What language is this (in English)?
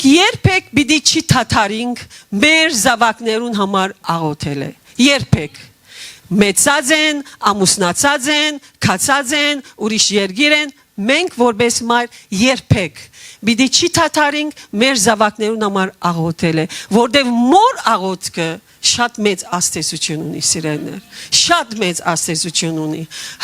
Western Armenian